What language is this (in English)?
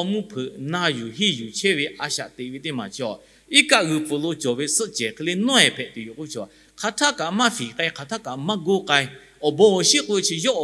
Lahu